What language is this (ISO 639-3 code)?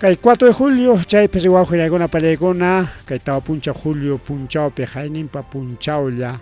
quy